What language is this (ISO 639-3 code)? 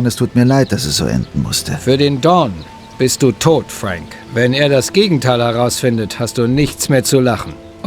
bar